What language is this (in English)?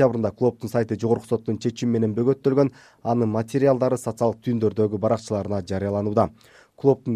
Kyrgyz